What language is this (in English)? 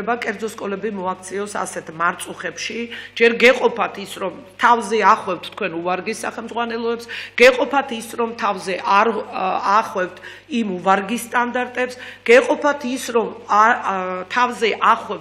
Georgian